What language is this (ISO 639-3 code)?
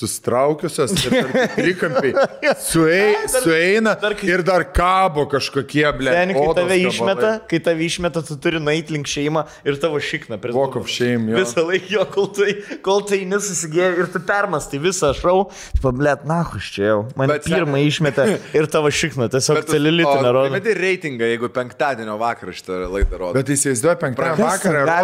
lit